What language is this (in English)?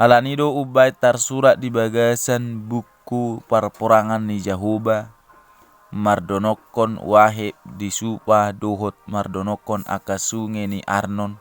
Batak Toba